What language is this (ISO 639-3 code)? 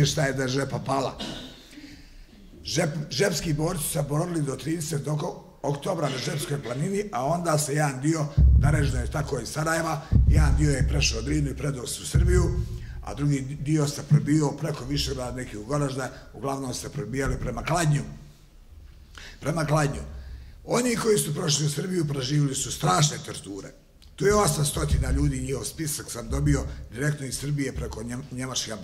bos